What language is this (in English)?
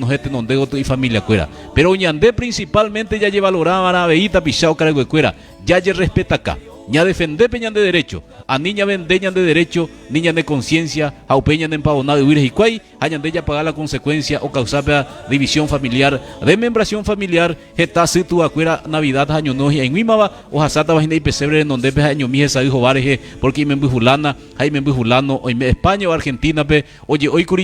Guarani